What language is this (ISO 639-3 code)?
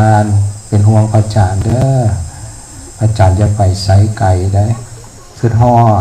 tts